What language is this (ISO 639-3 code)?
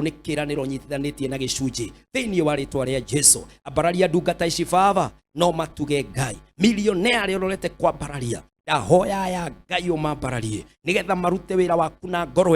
kik